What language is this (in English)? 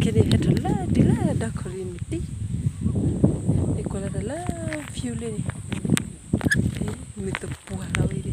S'gaw Karen